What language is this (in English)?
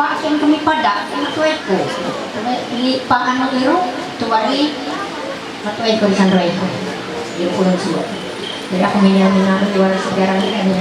Ma'anyan